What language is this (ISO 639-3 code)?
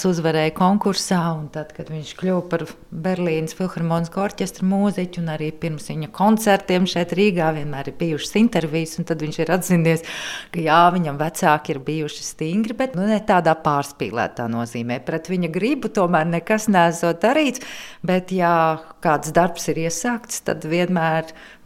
lav